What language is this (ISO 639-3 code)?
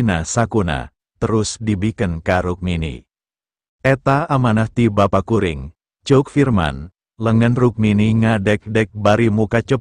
sun